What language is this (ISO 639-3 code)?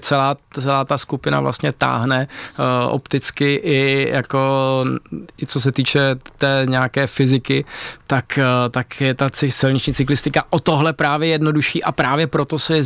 ces